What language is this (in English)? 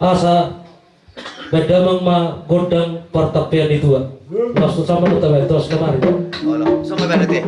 Batak Toba